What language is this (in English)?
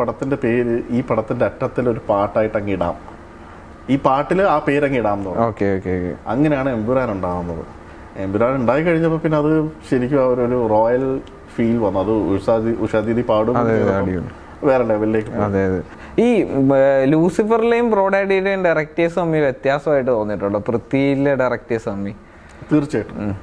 Malayalam